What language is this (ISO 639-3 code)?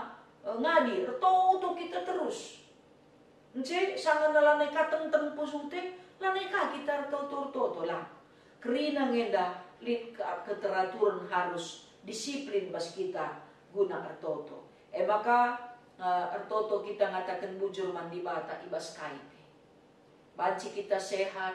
btx